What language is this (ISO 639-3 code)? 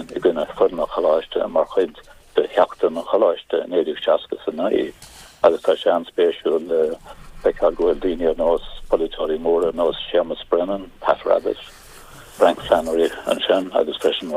gle